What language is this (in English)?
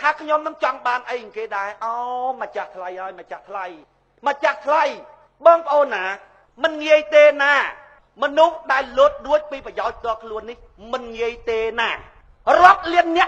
Khmer